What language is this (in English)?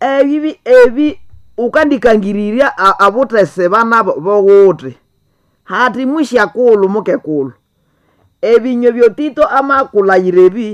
Nande